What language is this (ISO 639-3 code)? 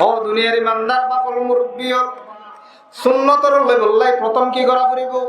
rhg